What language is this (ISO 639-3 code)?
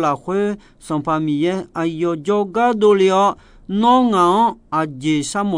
ahk